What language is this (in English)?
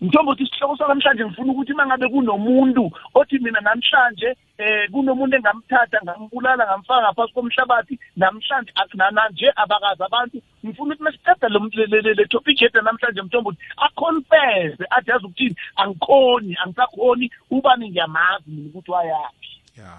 South Ndebele